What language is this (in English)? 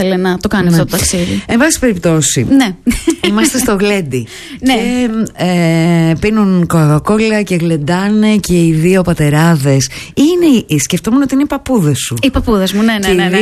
Greek